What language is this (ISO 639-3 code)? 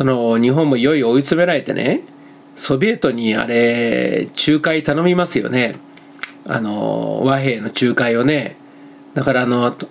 jpn